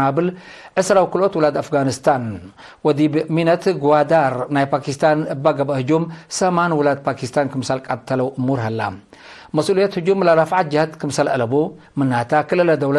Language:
Tigre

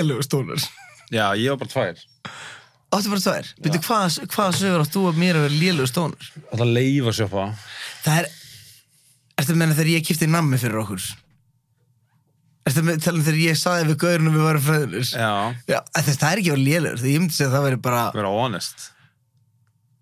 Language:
Icelandic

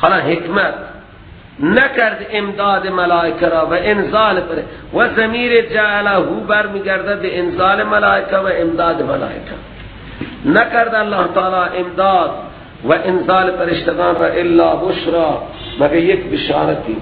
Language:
Persian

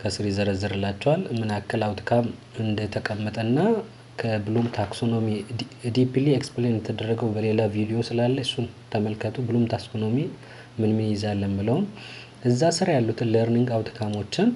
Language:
Amharic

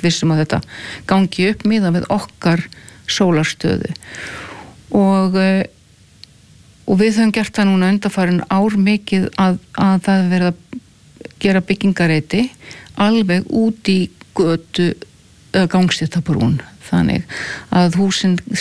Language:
Icelandic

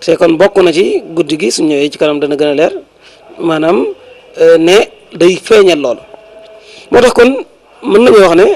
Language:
Wolof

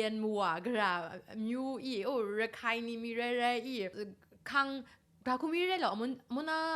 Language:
Kachin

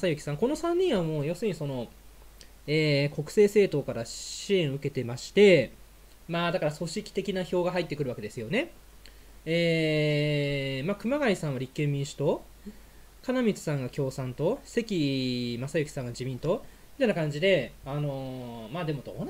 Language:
Japanese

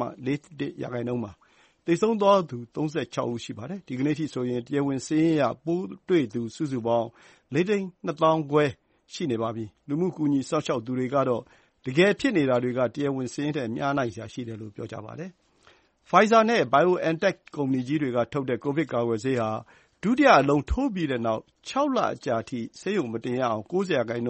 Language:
Burmese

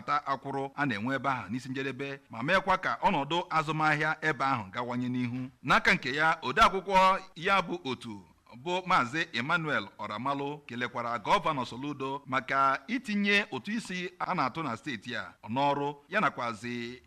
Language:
Igbo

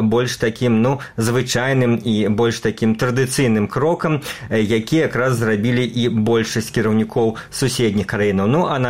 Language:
Belarusian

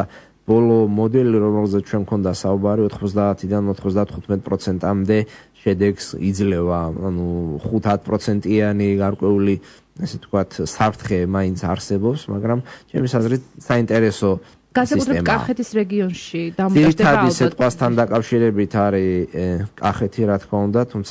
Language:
Georgian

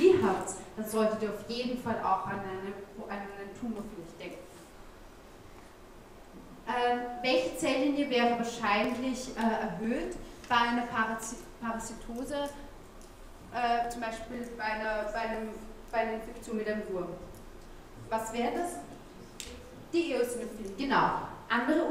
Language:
German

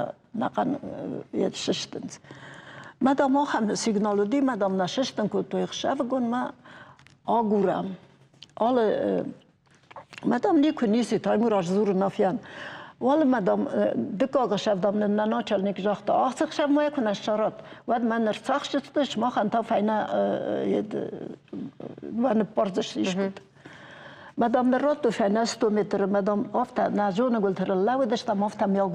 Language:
Ossetic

